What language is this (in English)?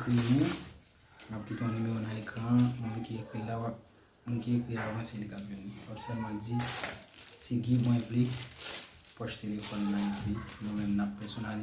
Haitian Creole